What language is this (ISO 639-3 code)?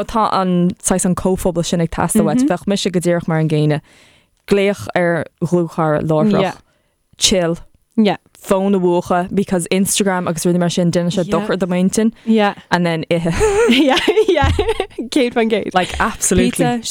gle